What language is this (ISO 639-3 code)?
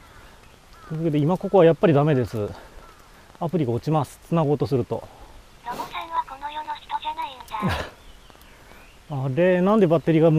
jpn